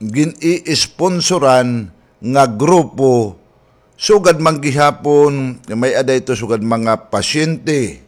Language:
Waray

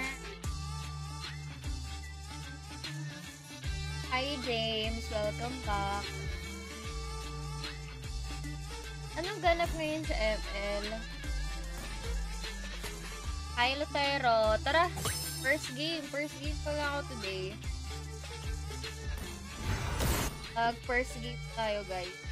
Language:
Filipino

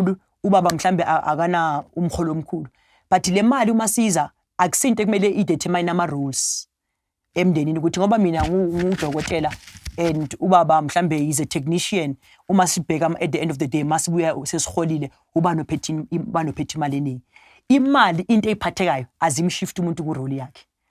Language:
Zulu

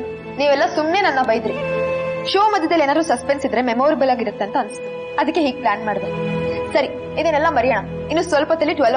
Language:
Kannada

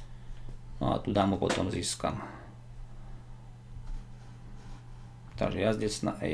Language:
Slovak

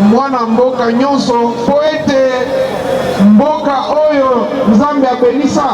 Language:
Lingala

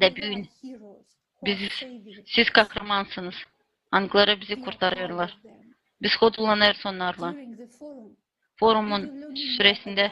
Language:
Gagauz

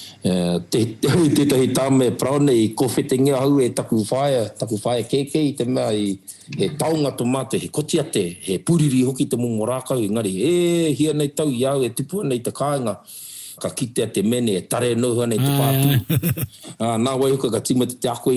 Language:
Māori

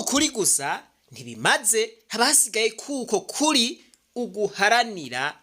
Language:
Rundi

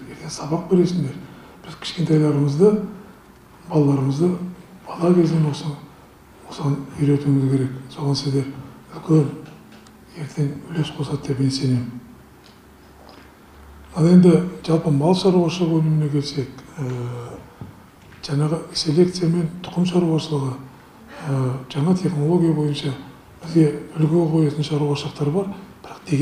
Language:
Kazakh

